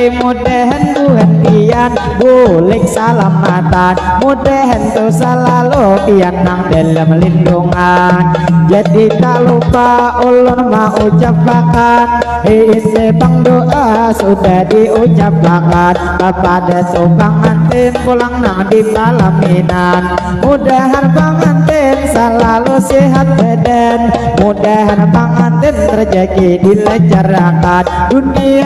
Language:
Banjar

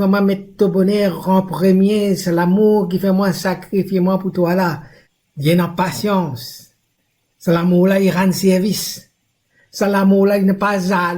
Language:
Morisyen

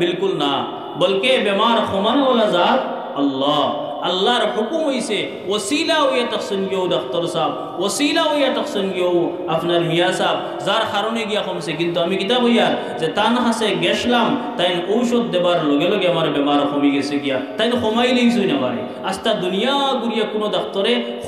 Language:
Sylheti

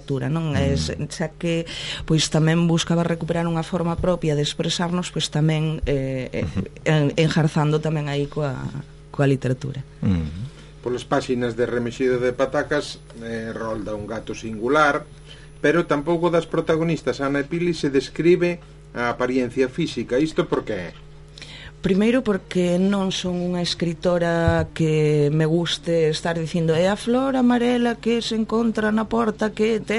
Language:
Galician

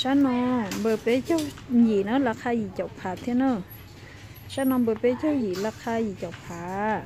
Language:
Hmong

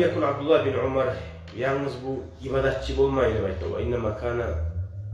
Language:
Kumyk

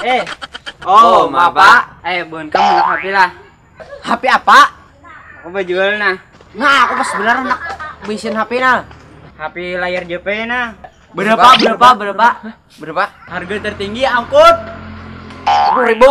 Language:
Banjar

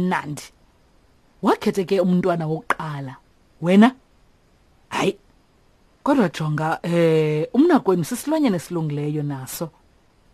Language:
Xhosa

